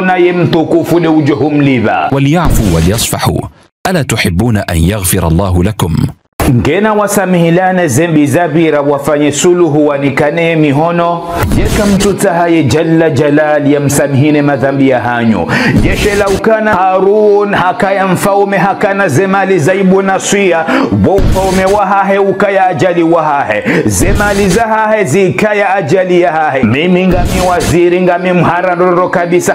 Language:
Ngazidja Comorian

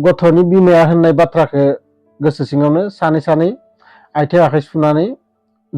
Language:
Bodo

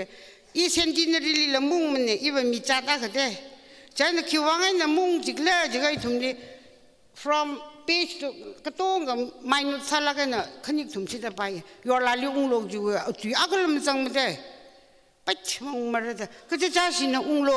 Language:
Tangkhul Naga (India)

